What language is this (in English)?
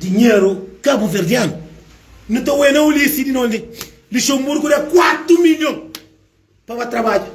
Kabuverdianu